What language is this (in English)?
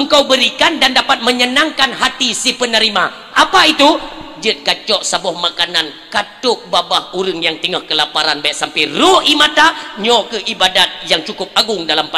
Achinese